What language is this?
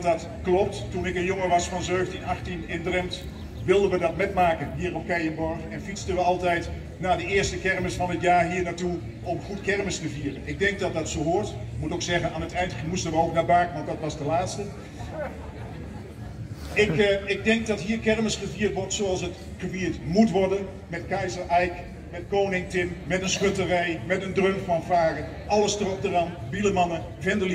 Dutch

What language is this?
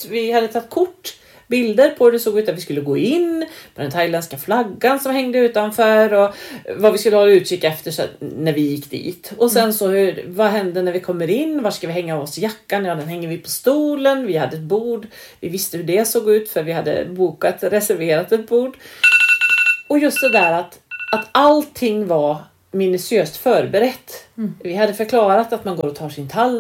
Swedish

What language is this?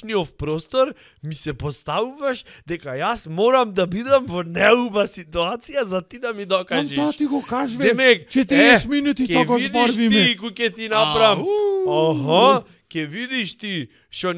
Macedonian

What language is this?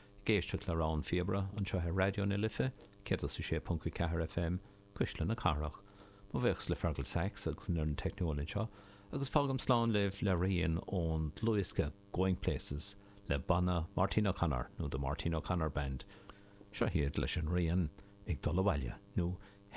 Irish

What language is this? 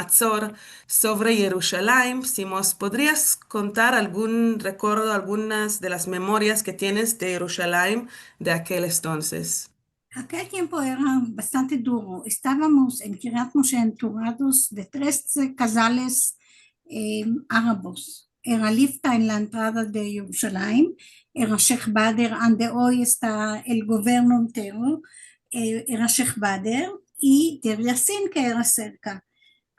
Ladino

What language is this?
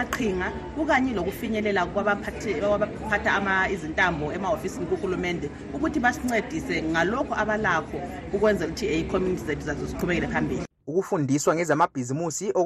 North Ndebele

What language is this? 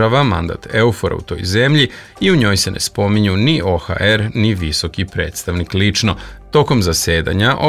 Serbian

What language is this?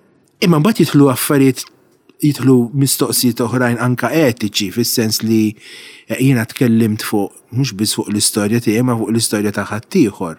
Maltese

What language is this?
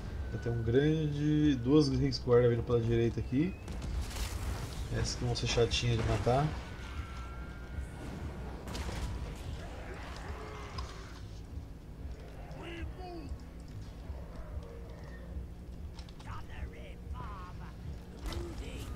Portuguese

